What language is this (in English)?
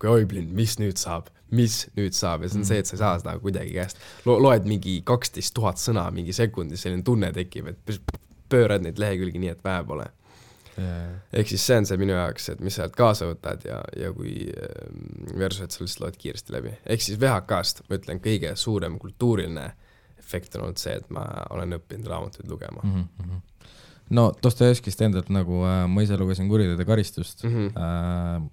Estonian